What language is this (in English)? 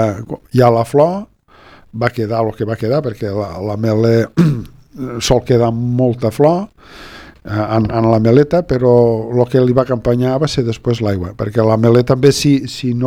Catalan